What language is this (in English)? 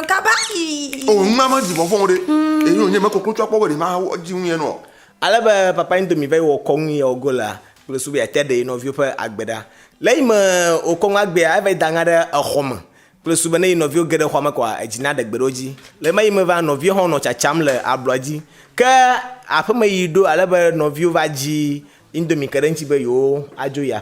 Ewe